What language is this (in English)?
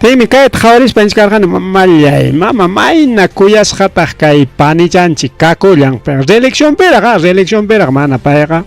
Ayacucho Quechua